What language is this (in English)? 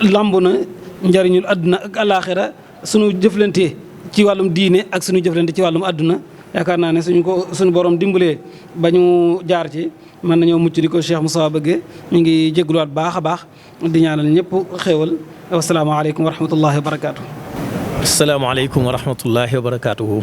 Wolof